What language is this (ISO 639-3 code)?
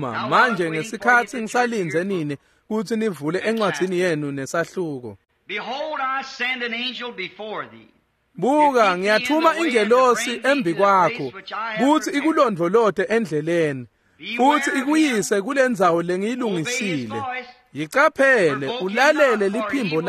ssw